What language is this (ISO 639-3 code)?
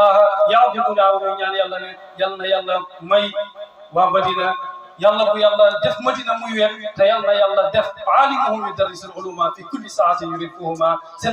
wol